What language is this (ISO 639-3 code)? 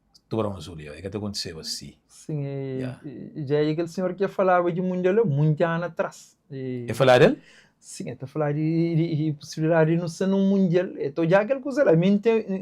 kea